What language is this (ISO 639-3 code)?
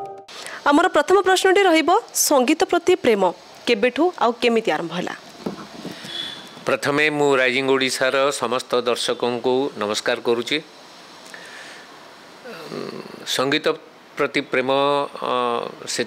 ori